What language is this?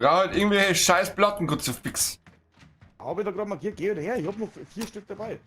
Bavarian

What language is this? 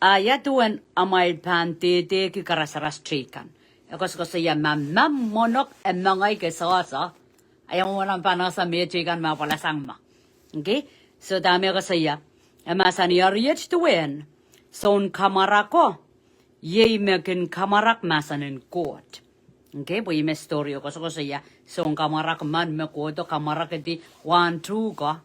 Pohnpeian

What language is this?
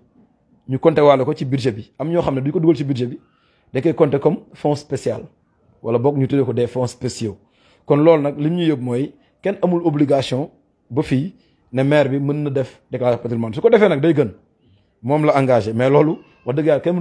Wolof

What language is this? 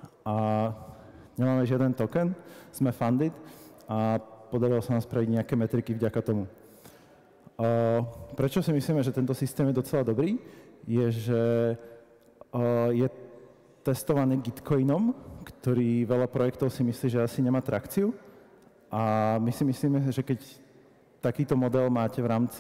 Slovak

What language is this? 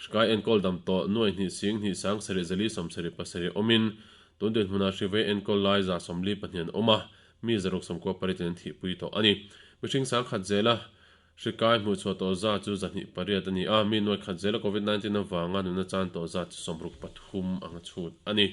Mizo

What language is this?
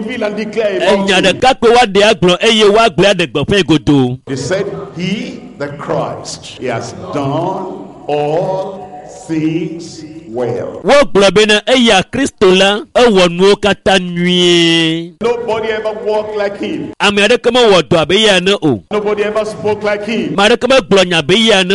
Ewe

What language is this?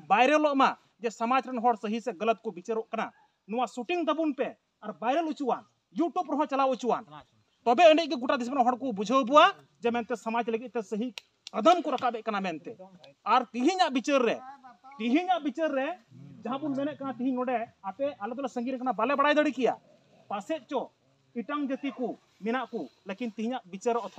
Santali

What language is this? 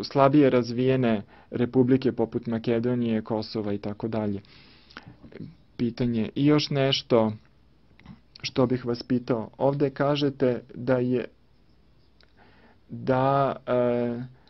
Serbian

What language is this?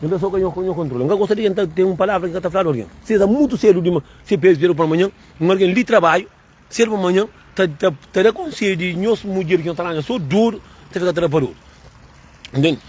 Kabuverdianu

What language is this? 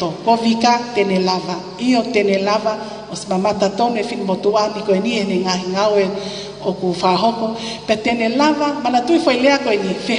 Tongan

